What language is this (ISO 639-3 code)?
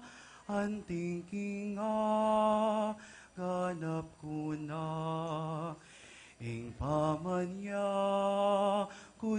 pam